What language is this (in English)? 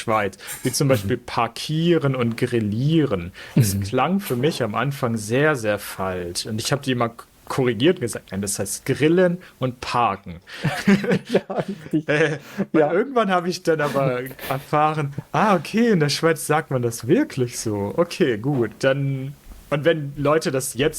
Swiss German